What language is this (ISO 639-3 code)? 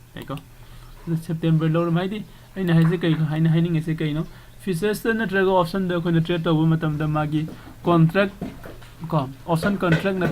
mni